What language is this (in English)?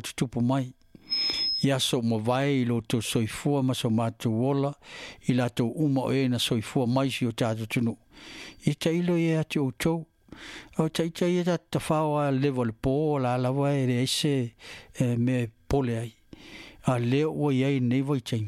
Samoan